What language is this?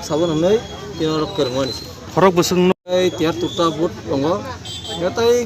Kok Borok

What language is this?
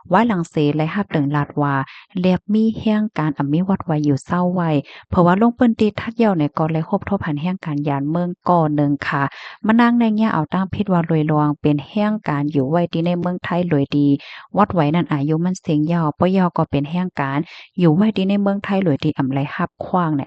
Shan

